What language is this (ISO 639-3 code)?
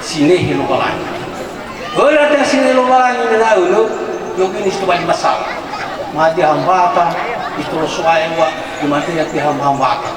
nia